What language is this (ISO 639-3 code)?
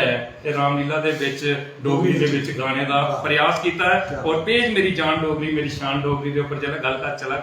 doi